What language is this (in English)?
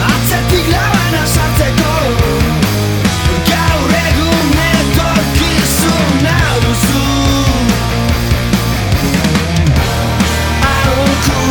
Basque